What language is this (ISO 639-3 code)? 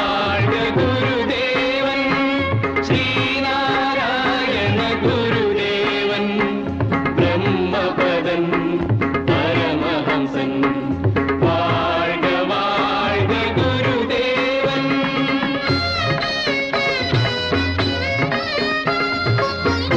mal